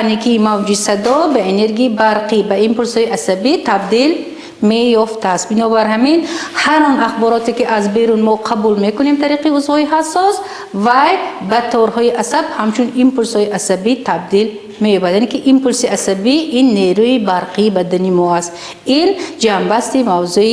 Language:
Tajik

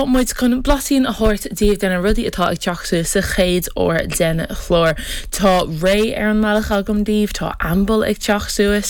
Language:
Irish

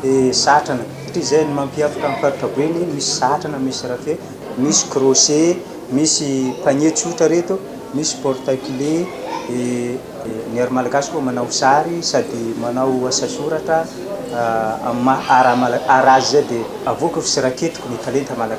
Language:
Malagasy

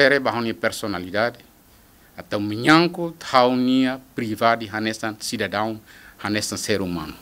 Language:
Tetum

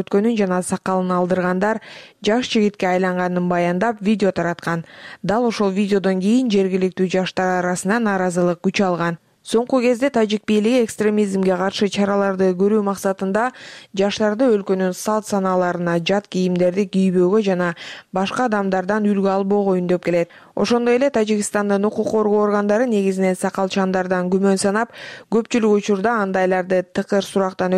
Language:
Kyrgyz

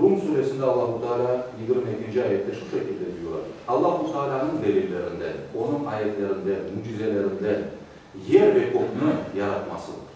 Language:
Crimean Tatar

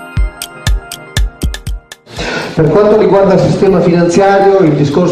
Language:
Italian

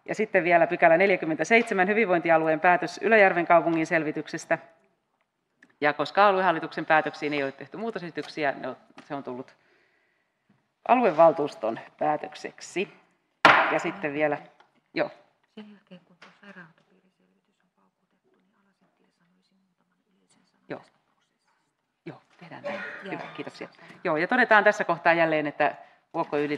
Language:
Finnish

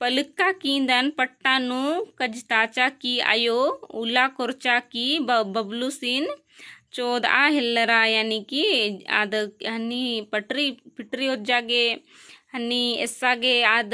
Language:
Kurukh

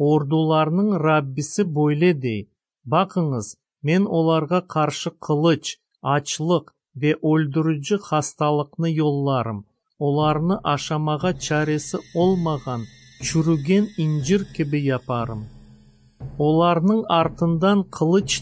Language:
Crimean Tatar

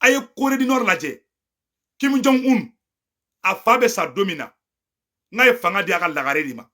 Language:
Bambara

